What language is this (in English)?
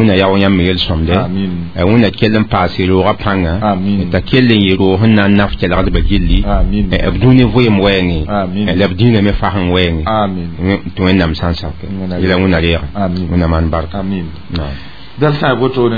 Mossi